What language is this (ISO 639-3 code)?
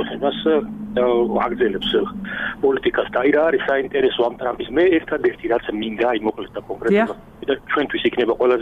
kat